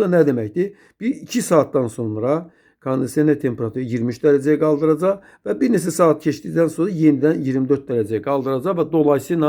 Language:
Azerbaijani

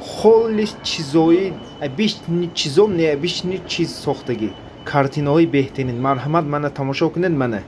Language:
Tajik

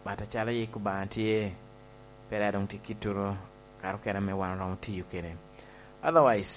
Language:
Lango (Uganda)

